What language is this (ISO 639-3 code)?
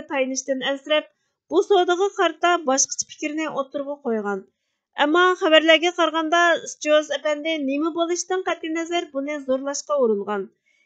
uig